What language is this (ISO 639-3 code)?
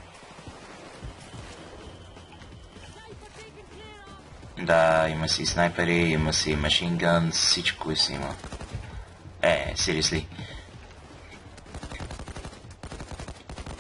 bul